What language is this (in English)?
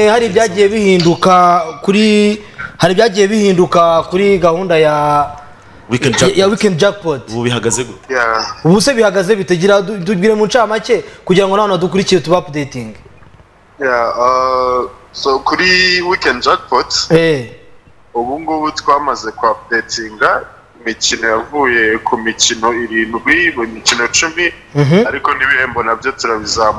Kinyarwanda